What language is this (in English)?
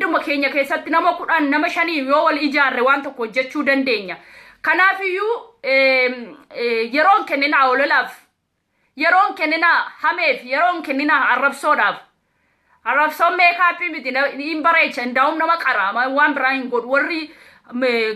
Oromo